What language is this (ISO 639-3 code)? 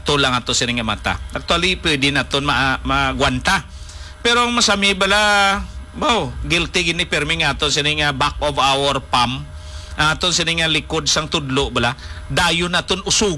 hil